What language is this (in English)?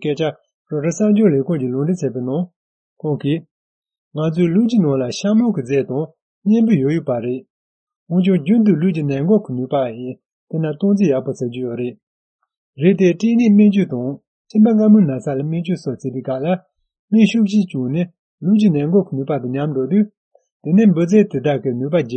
Tibetan